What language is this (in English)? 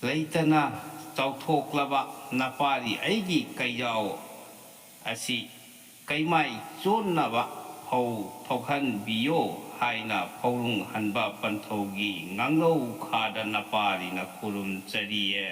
Manipuri